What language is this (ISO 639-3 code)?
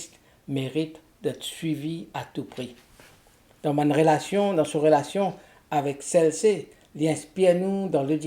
mfe